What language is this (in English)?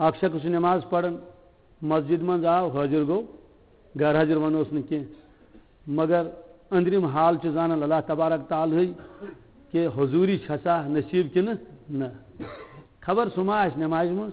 Kashmiri